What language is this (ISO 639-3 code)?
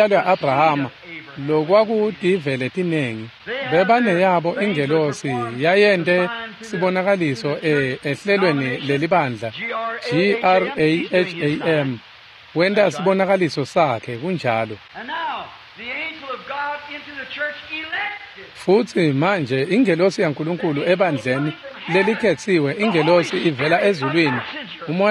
ssw